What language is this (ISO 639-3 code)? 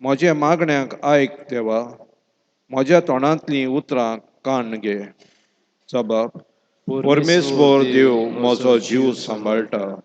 kok